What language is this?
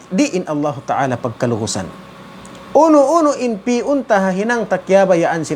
Tausug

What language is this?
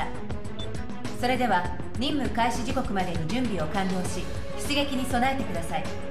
Japanese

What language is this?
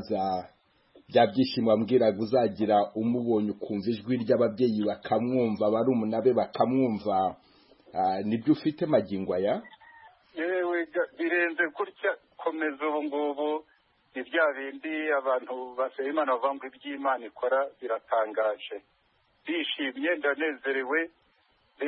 Kinyarwanda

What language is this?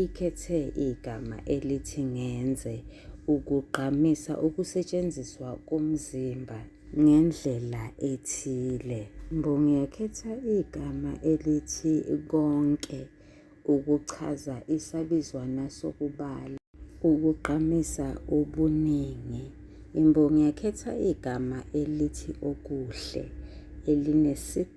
Zulu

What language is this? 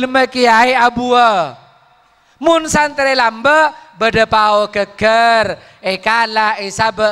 Madurese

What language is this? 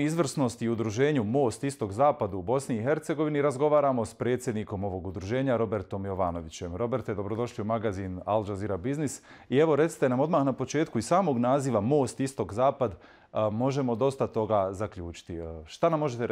Bosnian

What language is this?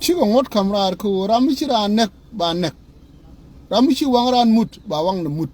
Nuer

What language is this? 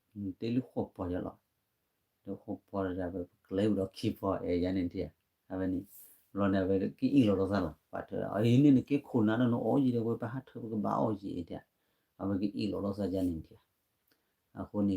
S'gaw Karen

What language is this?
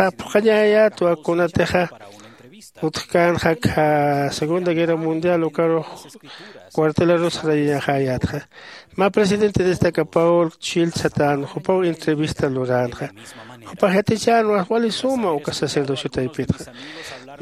Aymara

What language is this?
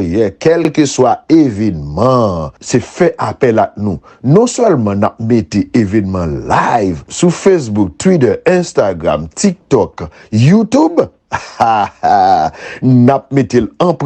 Haitian Creole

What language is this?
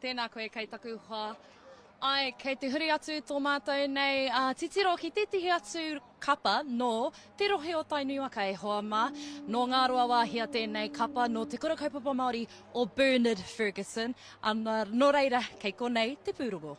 Māori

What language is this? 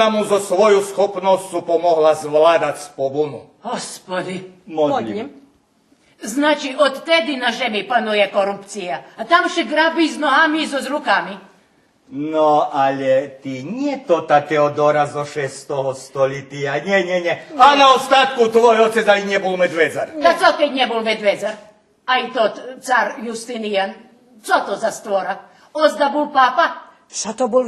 Rusyn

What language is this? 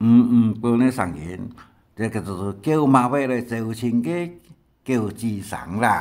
Hakka Chinese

